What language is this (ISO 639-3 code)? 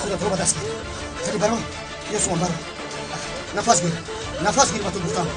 tgk